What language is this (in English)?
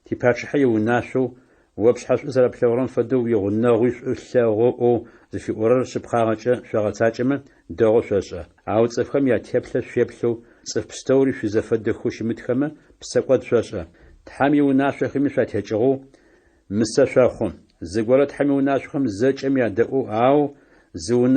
Adyghe